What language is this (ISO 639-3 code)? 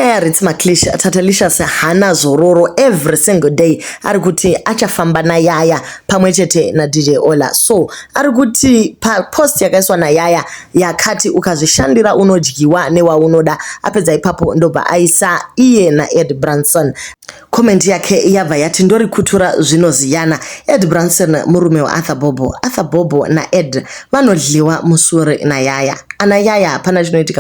sna